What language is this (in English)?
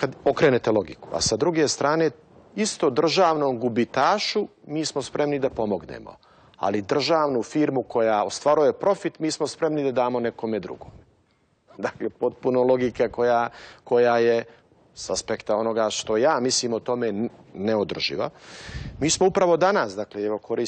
Serbian